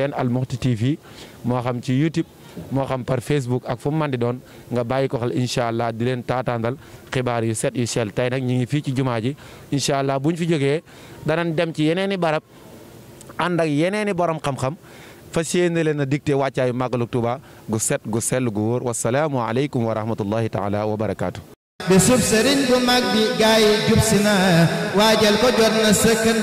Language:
Wolof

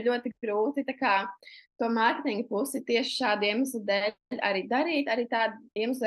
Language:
Latvian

